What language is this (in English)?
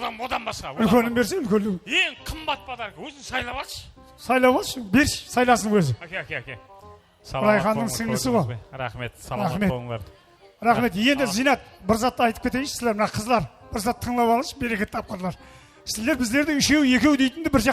Kara-Kalpak